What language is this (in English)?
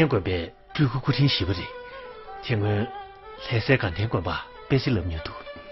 Tibetan